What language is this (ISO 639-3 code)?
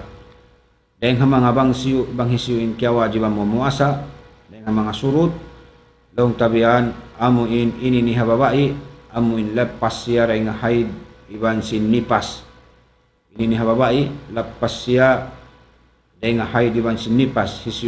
tsg